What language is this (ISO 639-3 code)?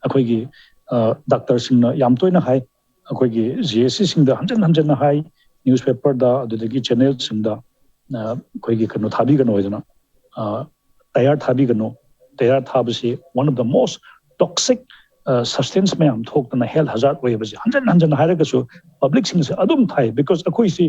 mni